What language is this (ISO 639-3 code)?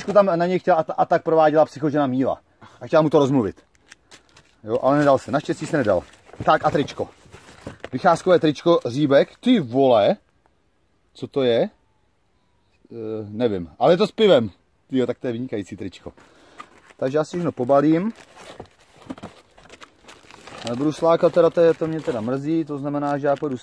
ces